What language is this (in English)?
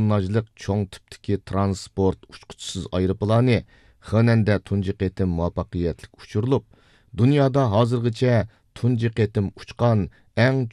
Uyghur